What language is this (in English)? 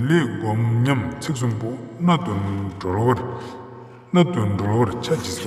Ladakhi